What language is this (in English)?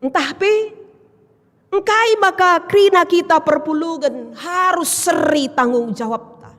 Batak Karo